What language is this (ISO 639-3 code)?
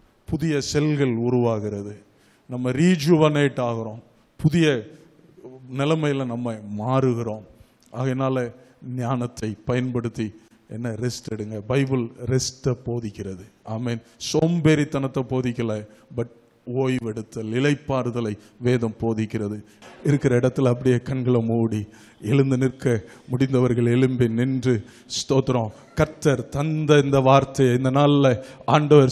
tam